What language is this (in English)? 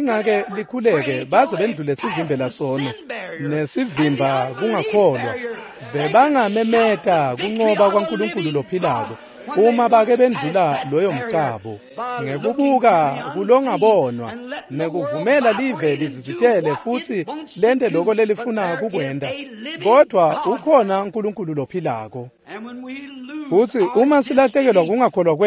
Swati